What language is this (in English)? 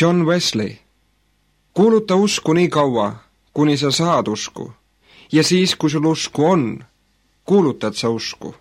Estonian